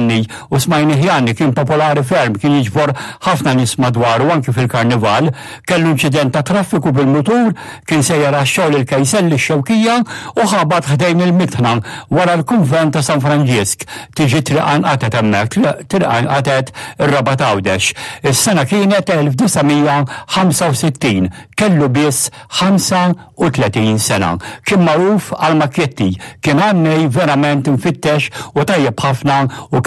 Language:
Maltese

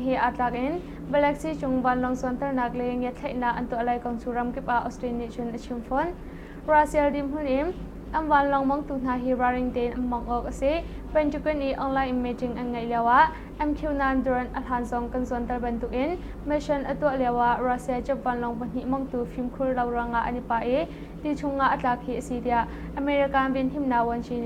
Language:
Hakha Chin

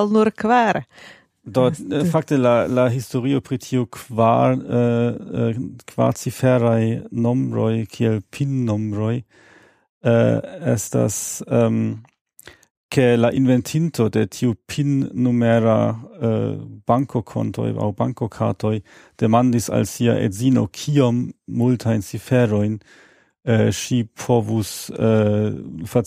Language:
Esperanto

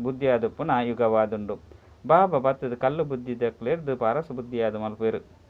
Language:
Tulu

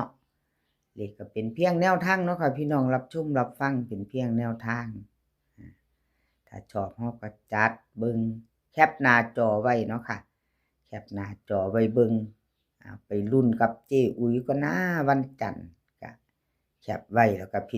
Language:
Northeastern Thai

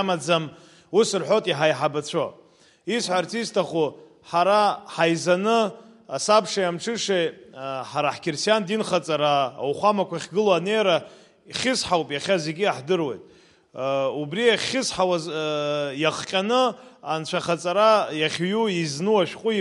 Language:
Abkhazian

